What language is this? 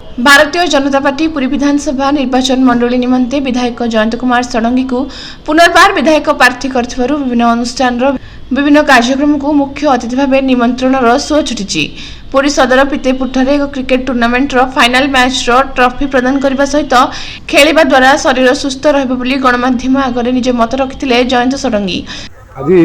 Odia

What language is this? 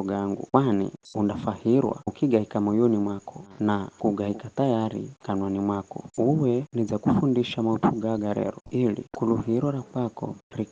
Giryama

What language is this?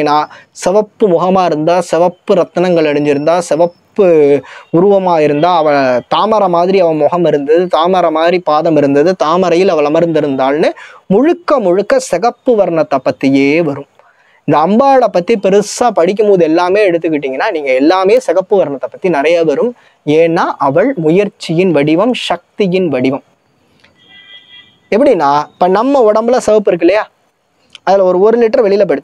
Tamil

